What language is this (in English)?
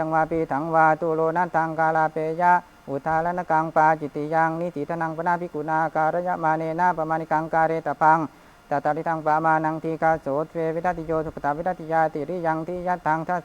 Pali